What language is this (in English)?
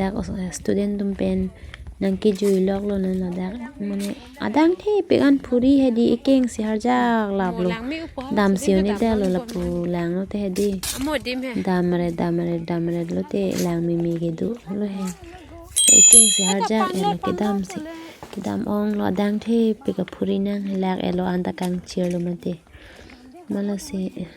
Karbi